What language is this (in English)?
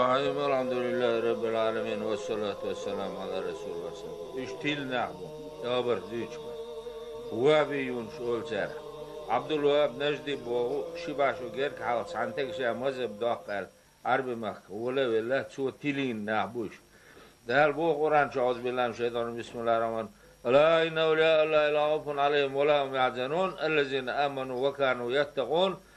Chechen